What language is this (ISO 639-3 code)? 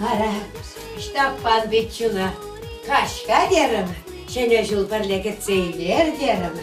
chv